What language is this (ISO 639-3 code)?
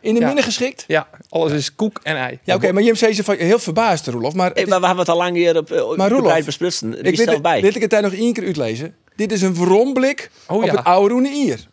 fry